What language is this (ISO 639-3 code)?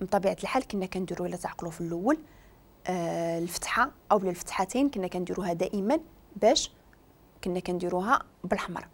ary